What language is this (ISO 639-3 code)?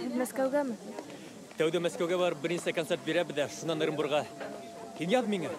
bak